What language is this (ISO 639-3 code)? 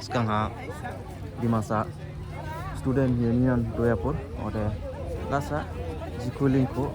dis